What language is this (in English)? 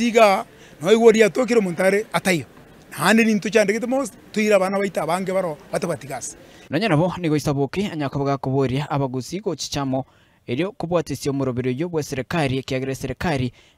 Gusii